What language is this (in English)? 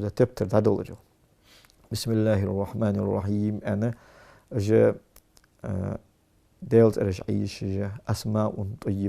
Ingush